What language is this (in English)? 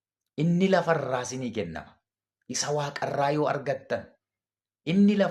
Oromo